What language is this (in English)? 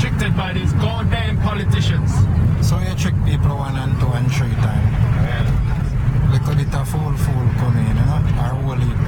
Jamaican Creole English